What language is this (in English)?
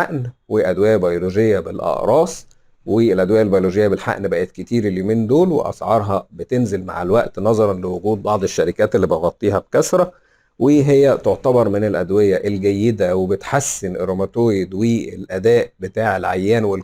Egyptian Arabic